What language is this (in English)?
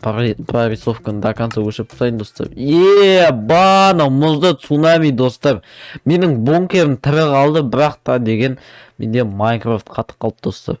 Kazakh